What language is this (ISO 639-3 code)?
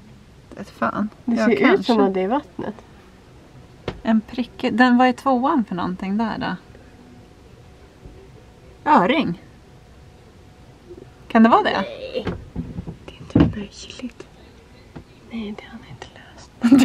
swe